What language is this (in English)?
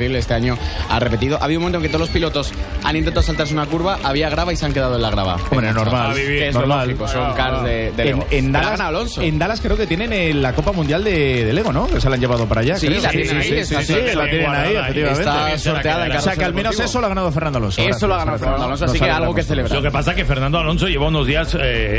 Spanish